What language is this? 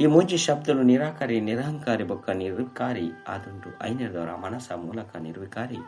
Tulu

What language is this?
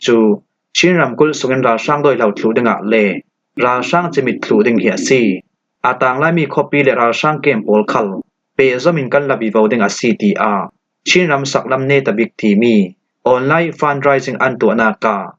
Falam Chin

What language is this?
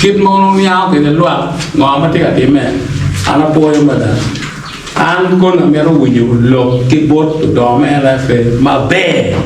Acoli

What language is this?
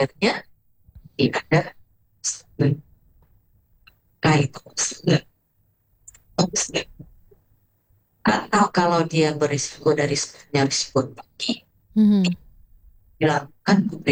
Indonesian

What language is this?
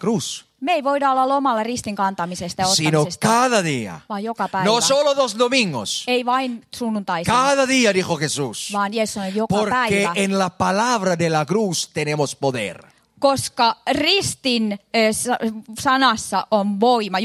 Finnish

